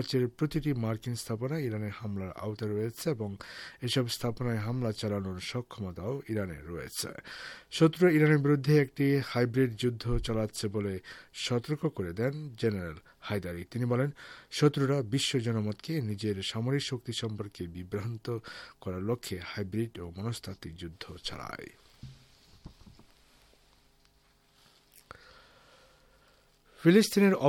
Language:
Bangla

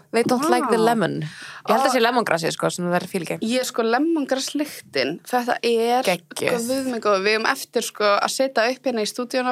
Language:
Icelandic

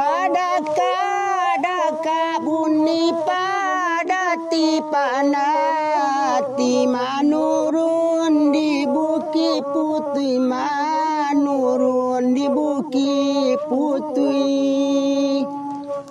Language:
Minangkabau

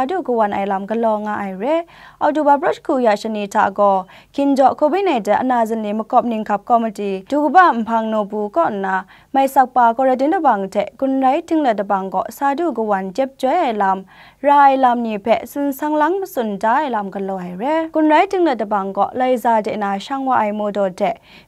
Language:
Kachin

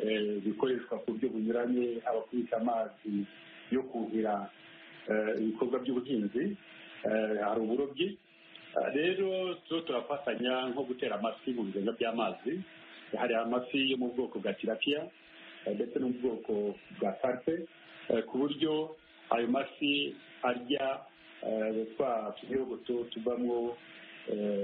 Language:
Kinyarwanda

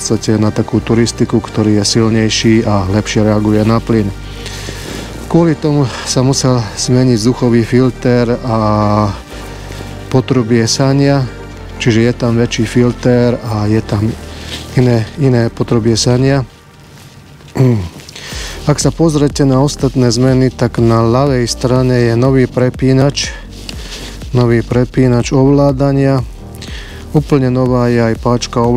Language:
Slovak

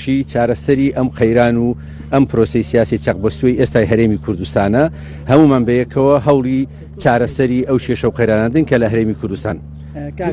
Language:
Central Kurdish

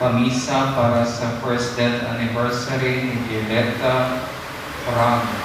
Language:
Cebuano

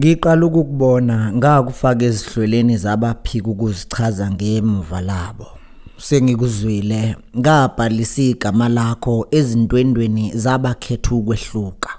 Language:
Zulu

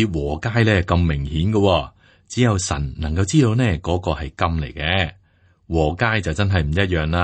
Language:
Cantonese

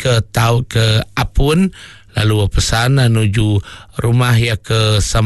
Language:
Iban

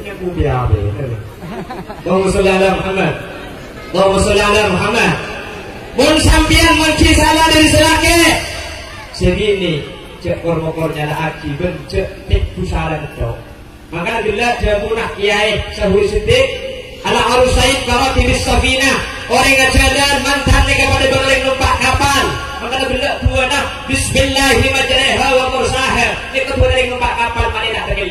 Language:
Madurese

